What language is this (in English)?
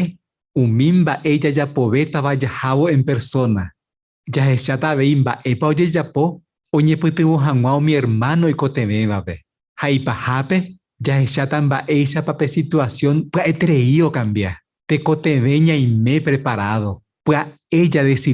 Guarani